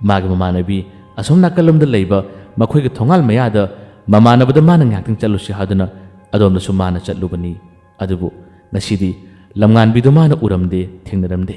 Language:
Manipuri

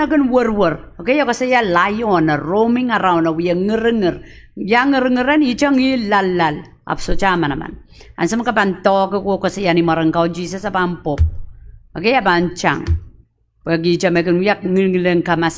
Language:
Pohnpeian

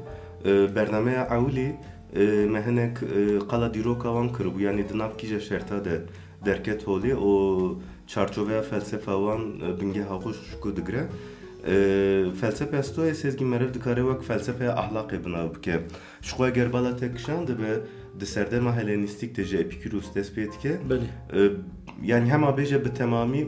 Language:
Kurdish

